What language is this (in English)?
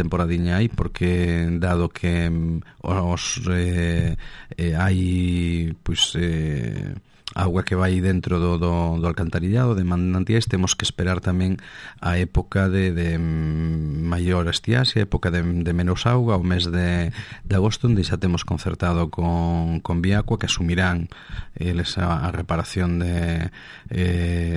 Galician